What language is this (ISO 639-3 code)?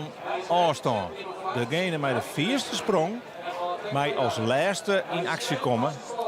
fry